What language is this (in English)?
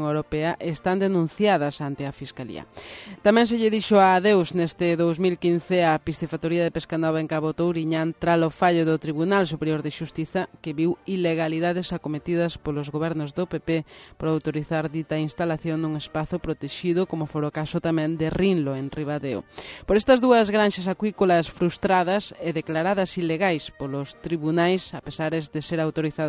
Galician